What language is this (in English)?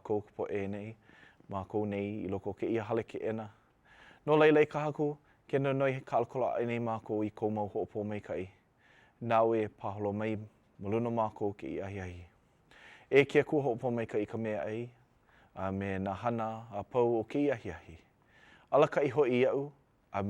Hawaiian